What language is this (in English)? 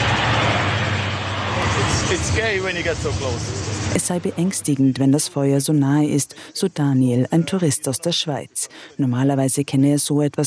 German